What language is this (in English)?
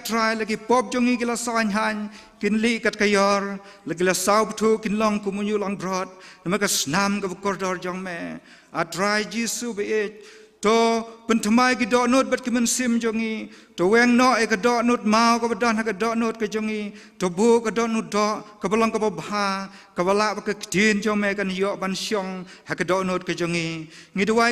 Khasi